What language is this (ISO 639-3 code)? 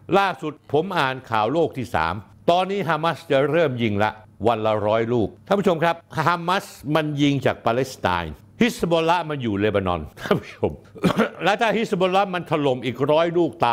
tha